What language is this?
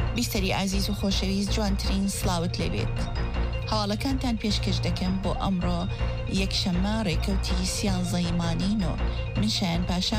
Central Kurdish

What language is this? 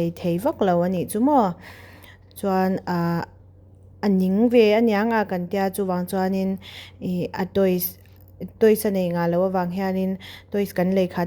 Mizo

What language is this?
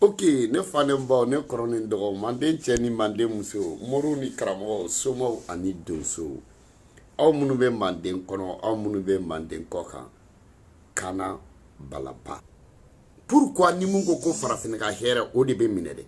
Bambara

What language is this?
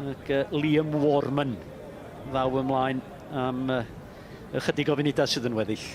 Welsh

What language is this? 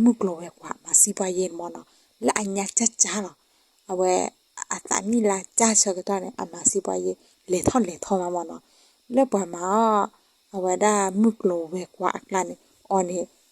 S'gaw Karen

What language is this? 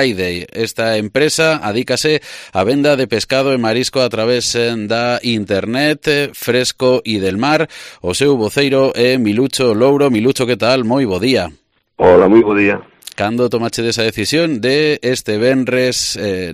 Galician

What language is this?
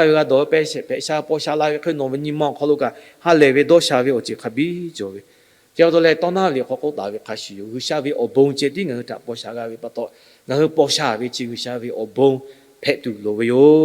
Lahu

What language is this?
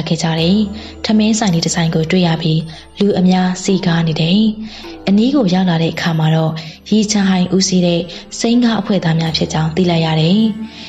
Burmese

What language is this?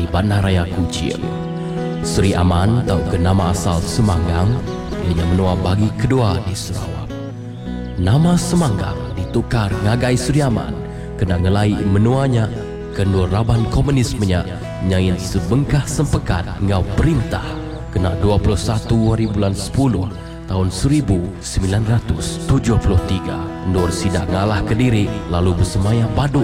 Iban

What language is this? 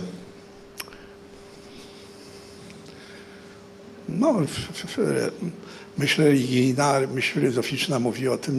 Polish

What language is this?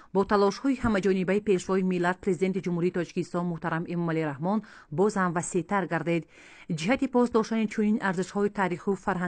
Tajik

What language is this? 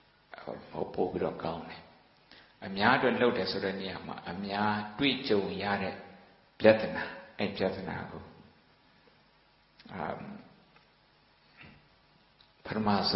Burmese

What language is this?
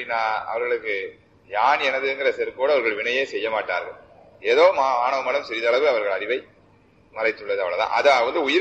Tamil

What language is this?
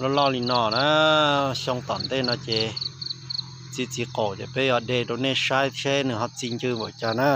Hmong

